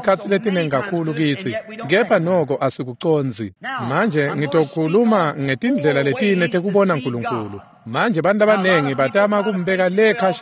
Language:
Swati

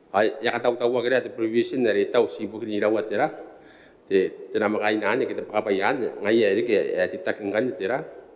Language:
Gilbertese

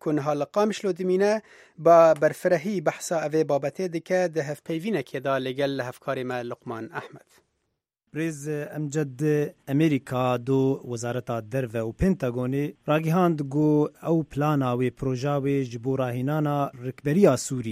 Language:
Kurdish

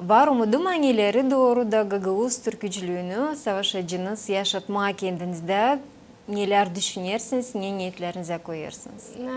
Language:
Gagauz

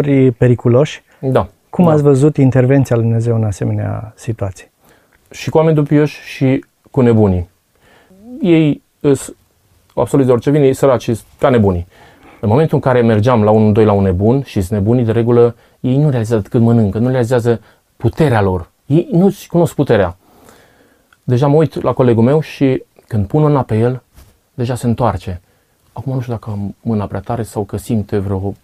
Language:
Romanian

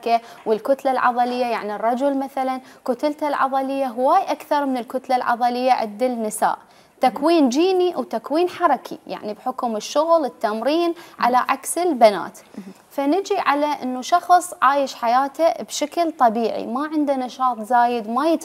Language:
Mesopotamian Arabic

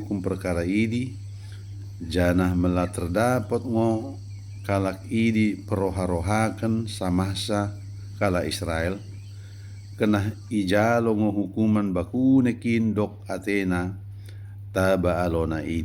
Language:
Batak Dairi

